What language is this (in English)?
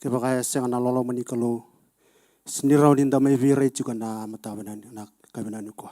Fijian